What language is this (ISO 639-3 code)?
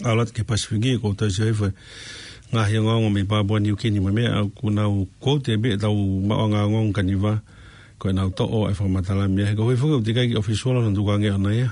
ton